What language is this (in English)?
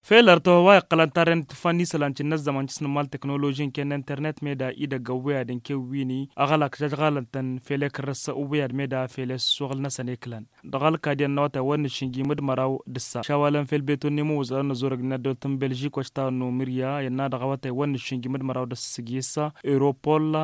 Tamasheq